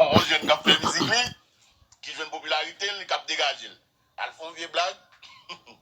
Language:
Haitian Creole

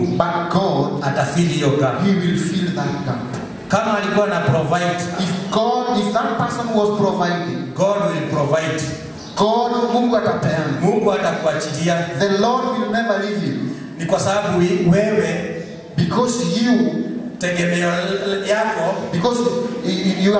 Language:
Swahili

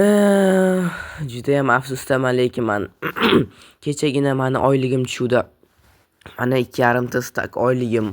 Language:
Uzbek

